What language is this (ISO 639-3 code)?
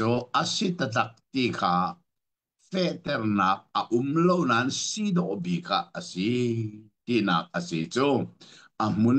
cnh